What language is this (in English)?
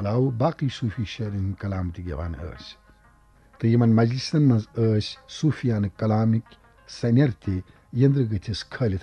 Kashmiri